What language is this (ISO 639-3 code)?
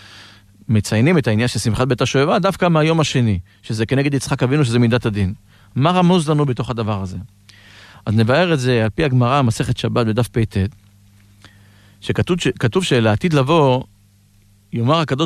heb